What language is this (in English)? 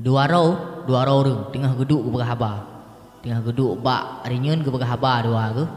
Achinese